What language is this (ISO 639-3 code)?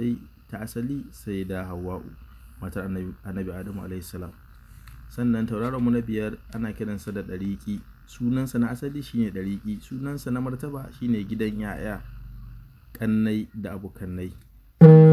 hau